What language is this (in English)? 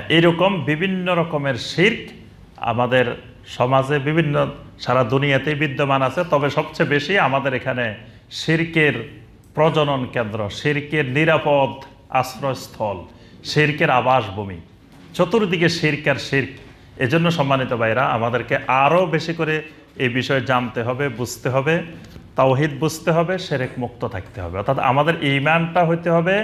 Bangla